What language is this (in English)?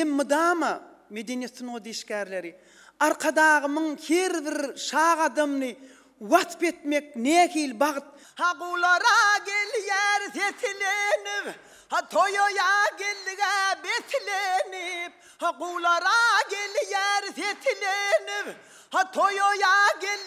Turkmen